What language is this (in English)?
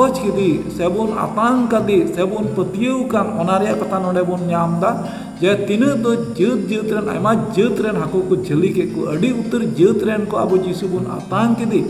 Santali